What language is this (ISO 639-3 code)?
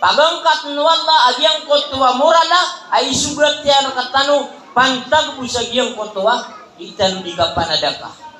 mrw